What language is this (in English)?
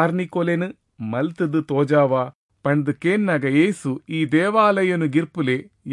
Tulu